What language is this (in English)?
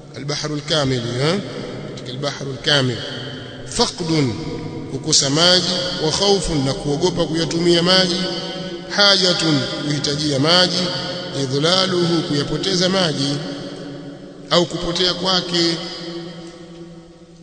Swahili